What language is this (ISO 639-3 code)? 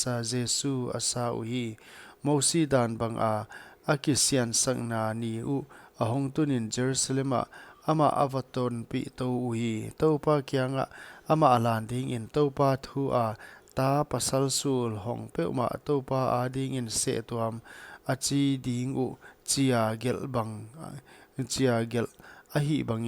pck